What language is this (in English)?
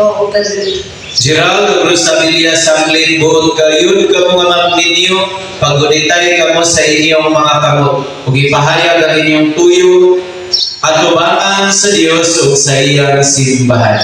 Cebuano